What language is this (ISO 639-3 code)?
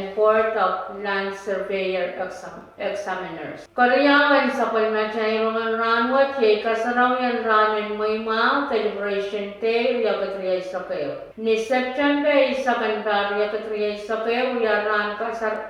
pon